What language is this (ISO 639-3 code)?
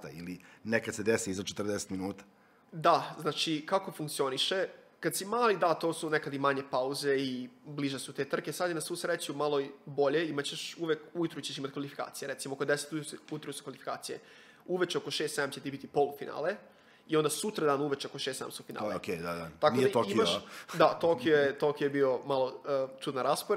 srp